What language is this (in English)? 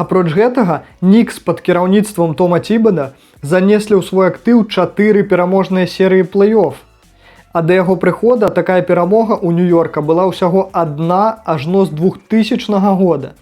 Belarusian